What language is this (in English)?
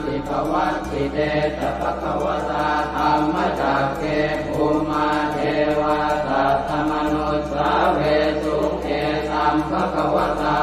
Pali